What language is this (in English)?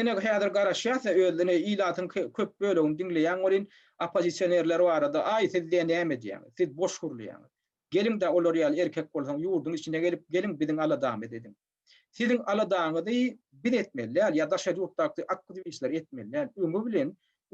Turkmen